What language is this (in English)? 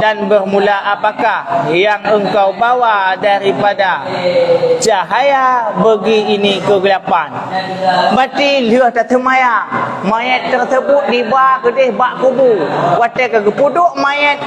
Achinese